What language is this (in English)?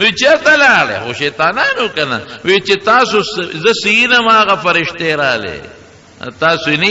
Pashto